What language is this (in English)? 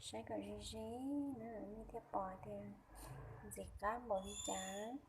Hmong